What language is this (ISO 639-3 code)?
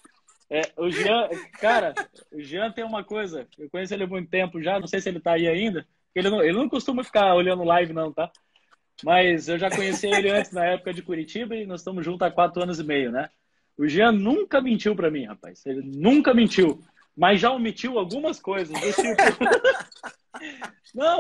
por